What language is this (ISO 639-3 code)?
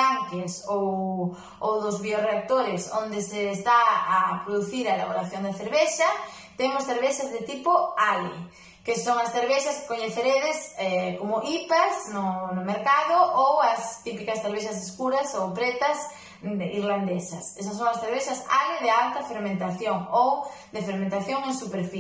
glg